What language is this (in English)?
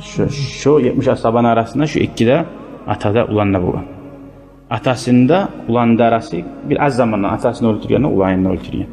Kumyk